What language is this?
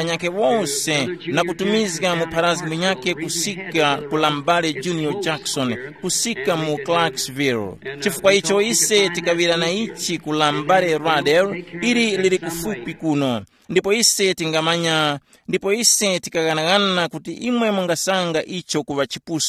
Tumbuka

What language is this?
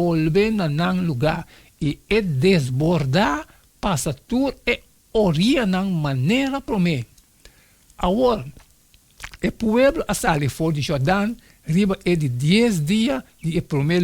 Papiamento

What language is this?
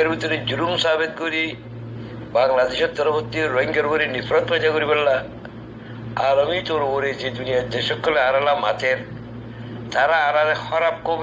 Rohingya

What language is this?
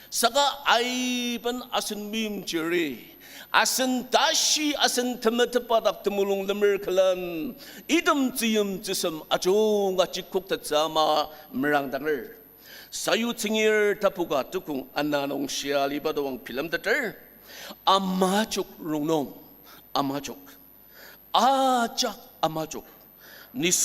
Ao Naga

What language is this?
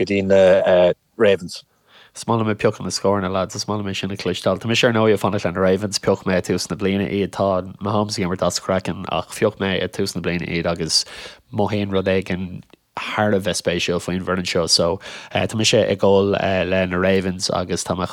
Irish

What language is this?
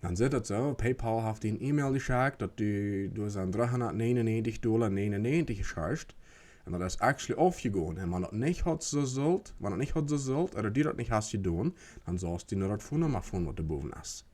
Plautdietsch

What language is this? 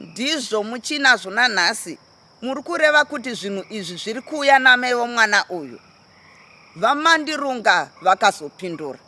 Shona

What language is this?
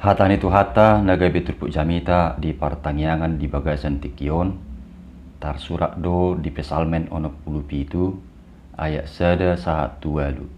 Batak Toba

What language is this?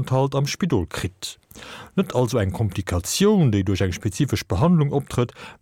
Luxembourgish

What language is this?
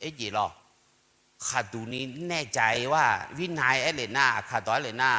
Akha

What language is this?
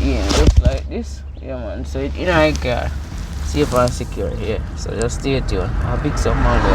Jamaican Creole English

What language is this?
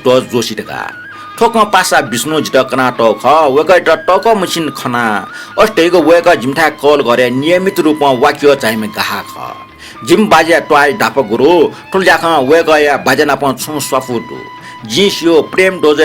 Newari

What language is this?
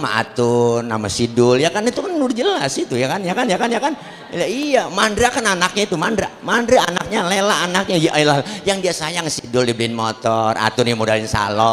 Betawi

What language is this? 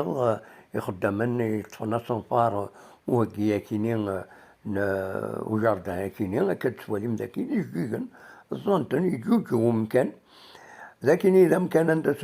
Kabyle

